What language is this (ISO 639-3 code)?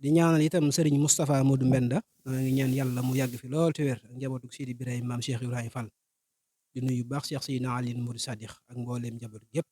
wol